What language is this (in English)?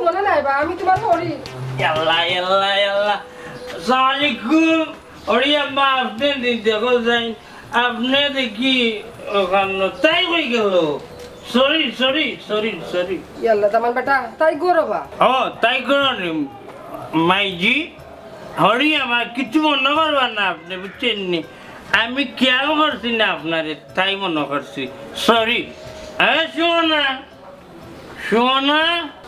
Sylheti